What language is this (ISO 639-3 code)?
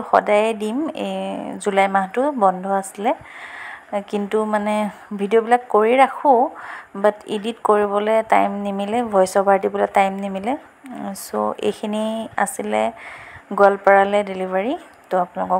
asm